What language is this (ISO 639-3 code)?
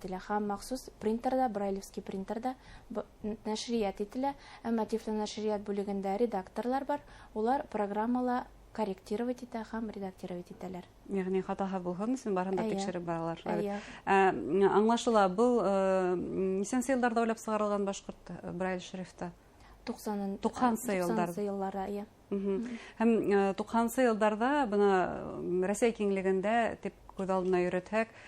bak